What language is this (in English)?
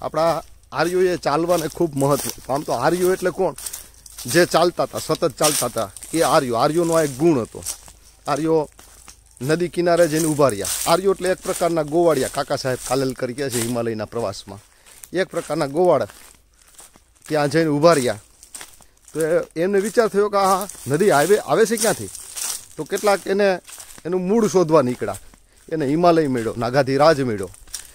Gujarati